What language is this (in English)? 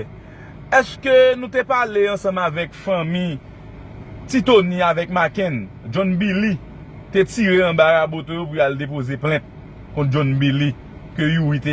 Haitian Creole